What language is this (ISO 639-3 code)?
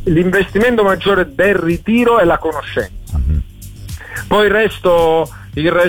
ita